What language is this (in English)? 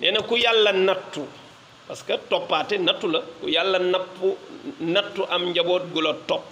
Wolof